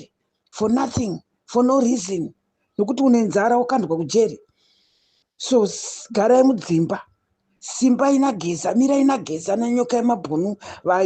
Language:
Shona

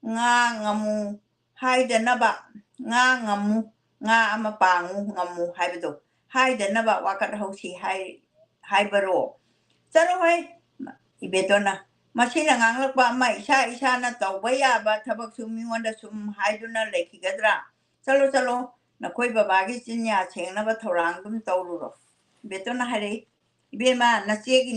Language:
Manipuri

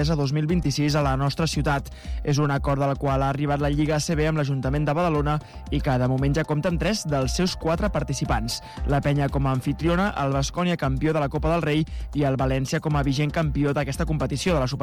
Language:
Catalan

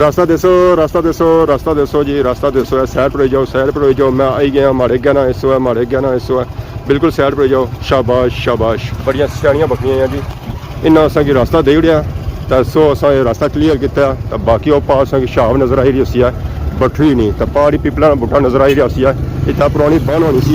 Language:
Pahari-Potwari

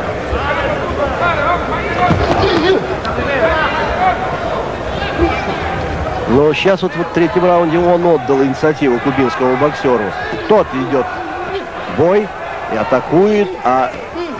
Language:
Russian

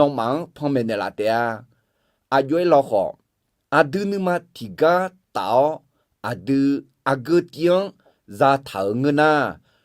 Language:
Akha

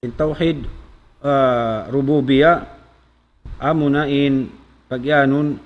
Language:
Tausug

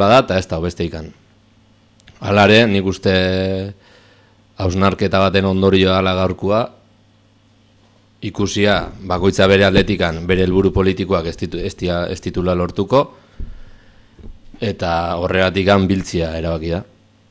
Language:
Basque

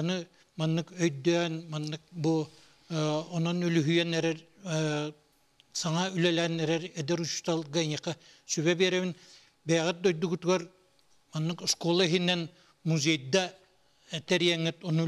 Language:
Yakut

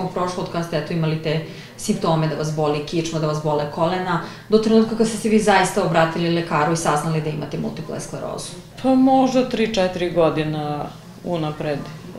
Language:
Serbian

